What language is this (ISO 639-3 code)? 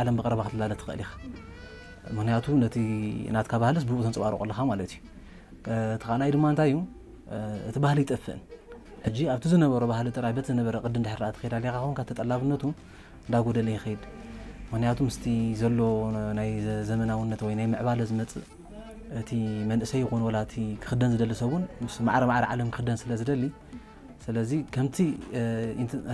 tir